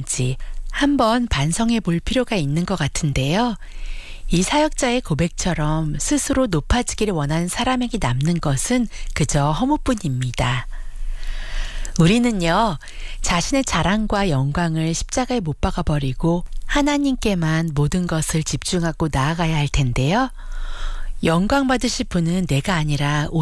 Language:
Korean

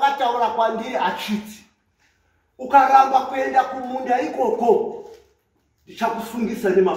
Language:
Shona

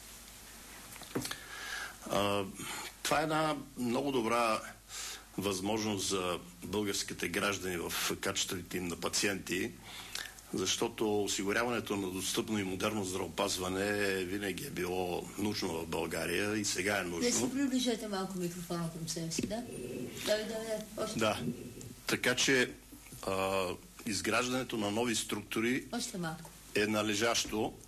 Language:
Bulgarian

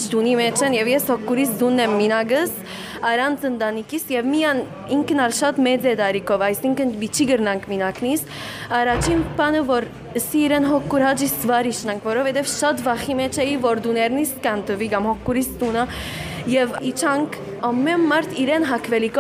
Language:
Western Armenian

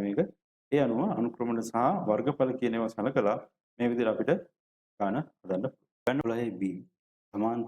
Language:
Sinhala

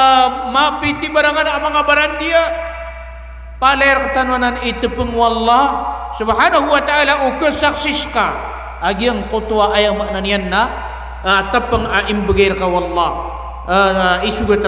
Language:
Maranao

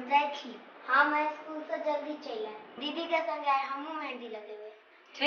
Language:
Maithili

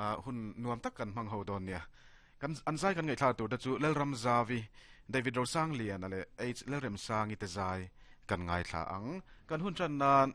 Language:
Mizo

